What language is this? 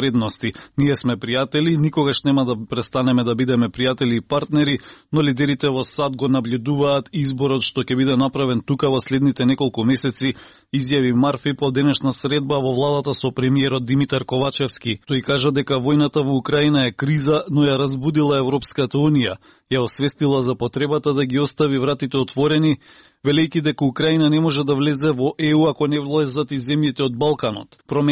Macedonian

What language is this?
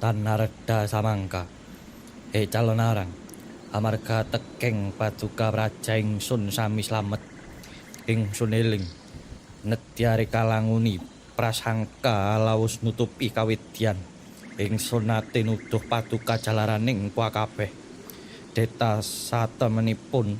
Javanese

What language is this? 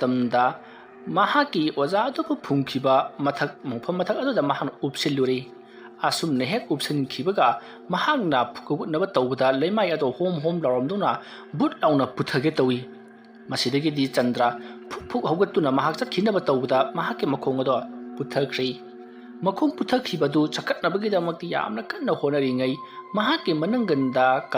Manipuri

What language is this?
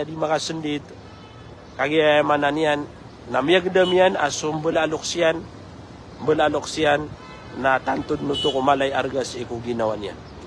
Maranao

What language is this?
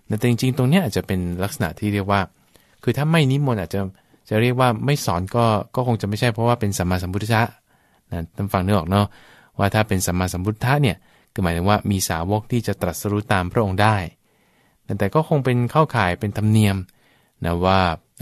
Thai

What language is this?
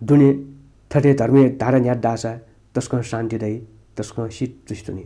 Newari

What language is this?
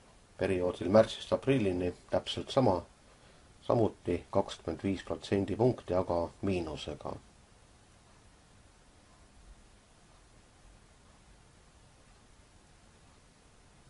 Estonian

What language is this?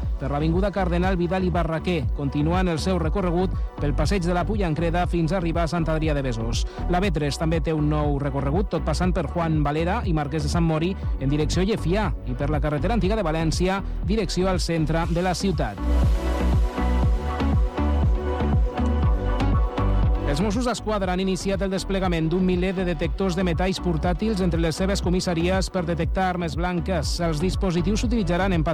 Catalan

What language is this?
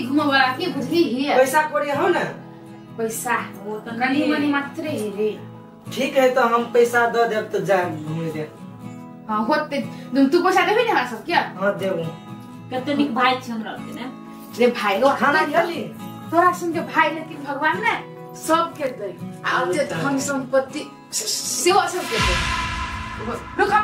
Maithili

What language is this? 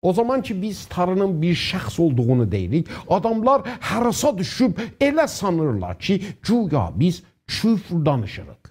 South Azerbaijani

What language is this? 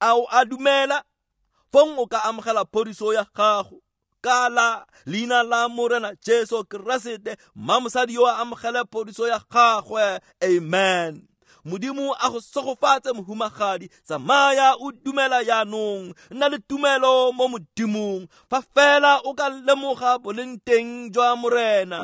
Tswana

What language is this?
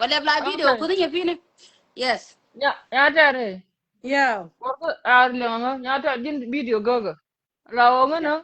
Nuer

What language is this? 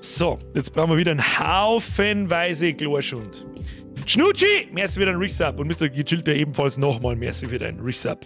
Bavarian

